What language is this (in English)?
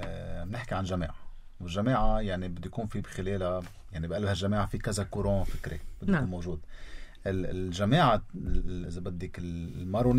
North Levantine Arabic